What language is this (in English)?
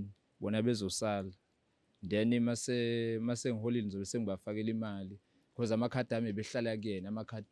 Zulu